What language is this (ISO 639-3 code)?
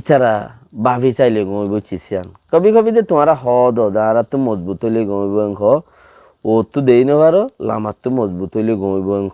rhg